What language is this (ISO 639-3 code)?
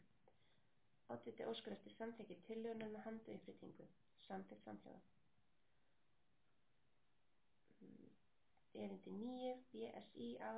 isl